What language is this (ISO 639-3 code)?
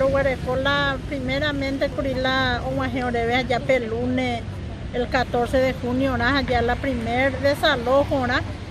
grn